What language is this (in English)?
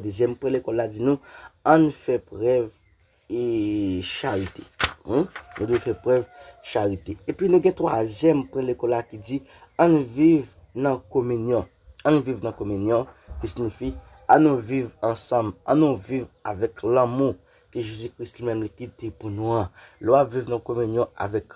Haitian Creole